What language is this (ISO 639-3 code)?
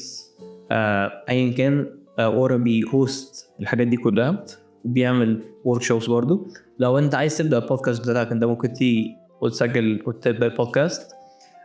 arz